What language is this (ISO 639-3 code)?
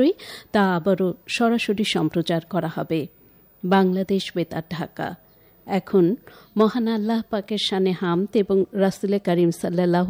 ben